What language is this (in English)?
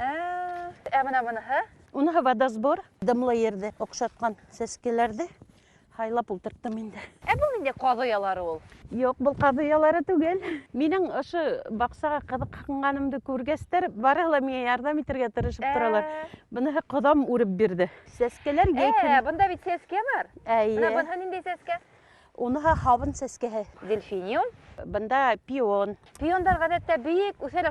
Bashkir